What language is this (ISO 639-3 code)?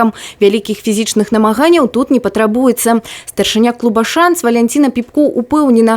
bel